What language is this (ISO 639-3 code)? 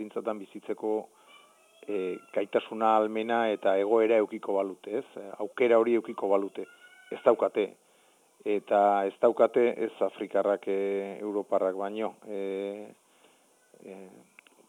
eus